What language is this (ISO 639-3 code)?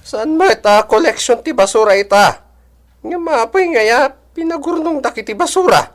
ilo